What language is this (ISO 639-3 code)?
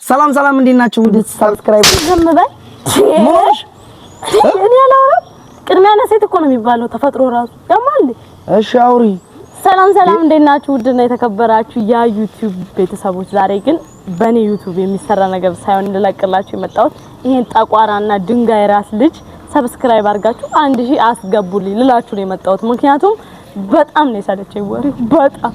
amh